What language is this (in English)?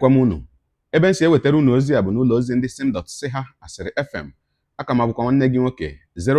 Igbo